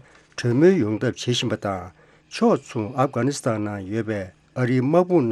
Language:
Tibetan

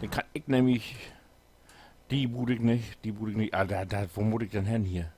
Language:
Low German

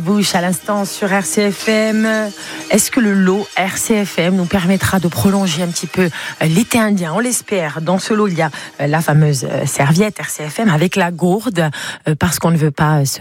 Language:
French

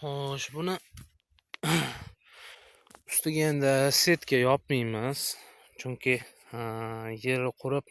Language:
Uzbek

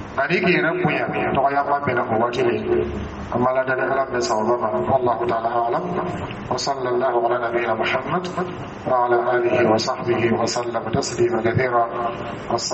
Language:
Dyula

